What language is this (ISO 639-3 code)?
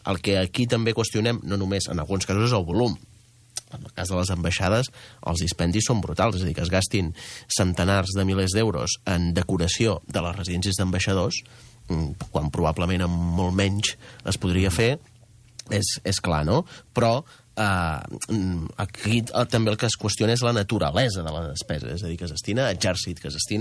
cat